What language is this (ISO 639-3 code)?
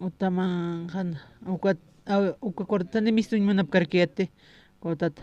aym